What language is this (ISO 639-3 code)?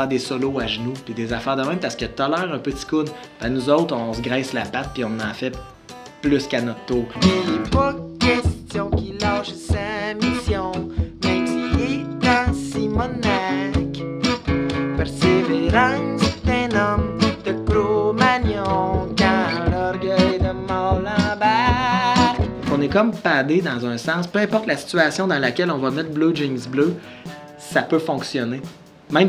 fra